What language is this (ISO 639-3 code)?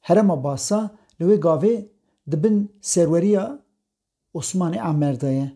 kur